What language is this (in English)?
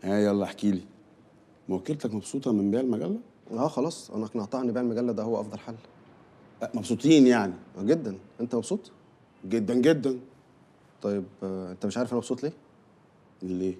Egyptian Arabic